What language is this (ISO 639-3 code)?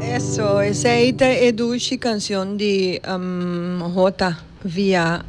pap